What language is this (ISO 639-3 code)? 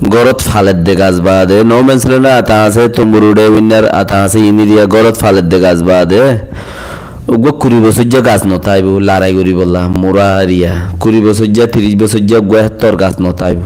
rhg